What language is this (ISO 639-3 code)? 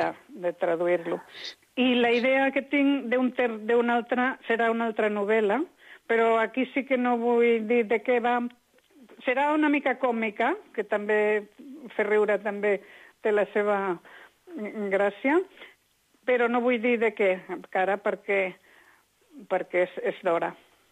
cat